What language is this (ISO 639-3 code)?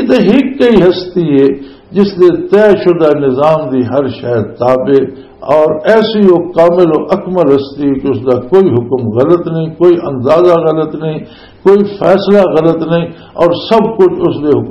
lah